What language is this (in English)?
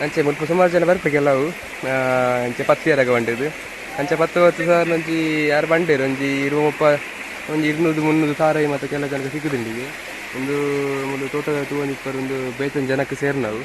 Tulu